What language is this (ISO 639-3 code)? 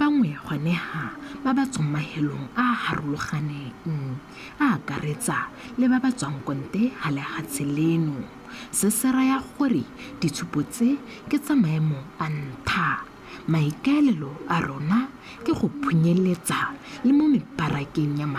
tsn